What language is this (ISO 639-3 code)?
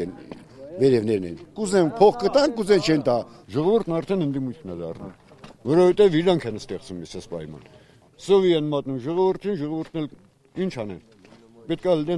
hye